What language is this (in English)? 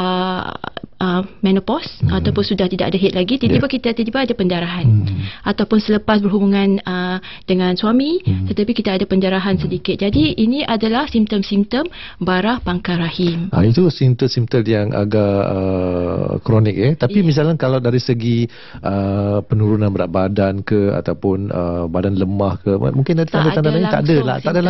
Malay